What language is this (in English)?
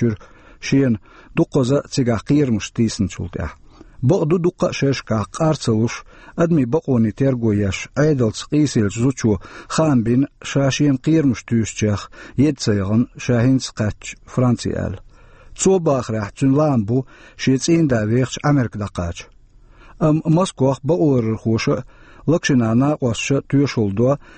Chechen